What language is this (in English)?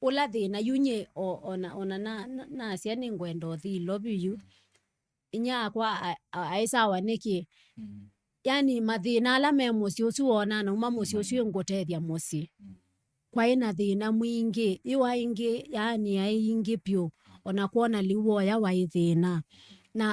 Kamba